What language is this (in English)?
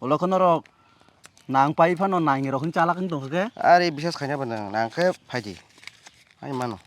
Kok Borok